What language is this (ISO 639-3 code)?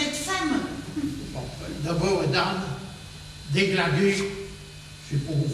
pcd